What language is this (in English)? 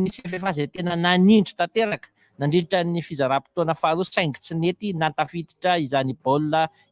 Malagasy